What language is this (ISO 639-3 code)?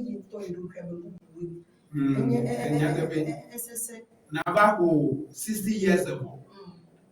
ewe